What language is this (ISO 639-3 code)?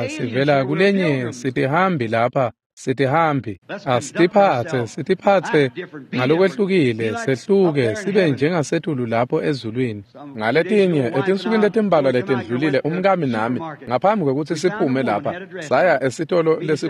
ssw